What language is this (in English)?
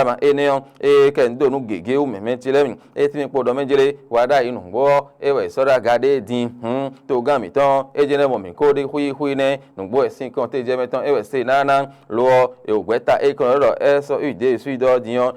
Fon